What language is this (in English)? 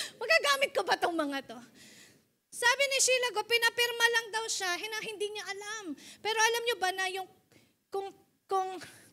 Filipino